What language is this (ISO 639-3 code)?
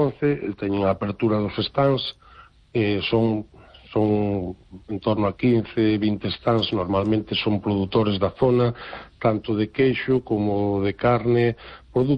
glg